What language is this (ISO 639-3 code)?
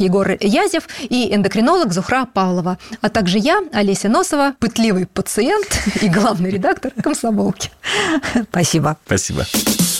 rus